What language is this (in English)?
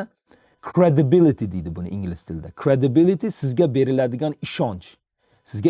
Uzbek